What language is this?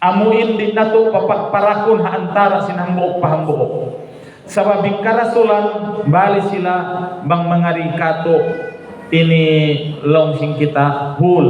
Tausug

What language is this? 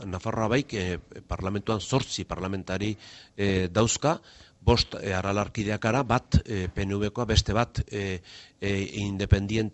Basque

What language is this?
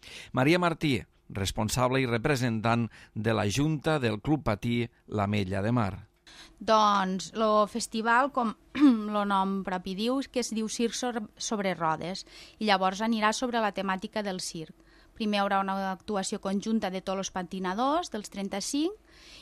Catalan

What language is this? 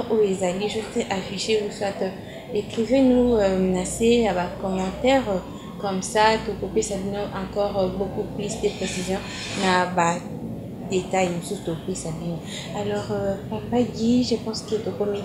Lingala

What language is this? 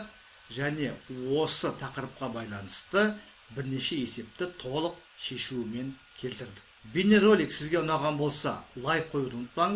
Kazakh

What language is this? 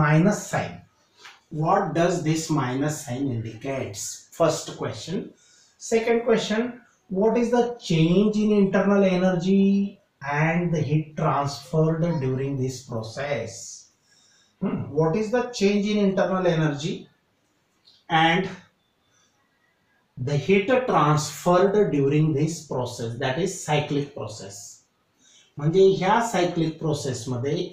Marathi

